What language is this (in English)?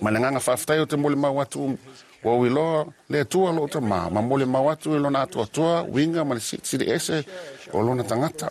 Samoan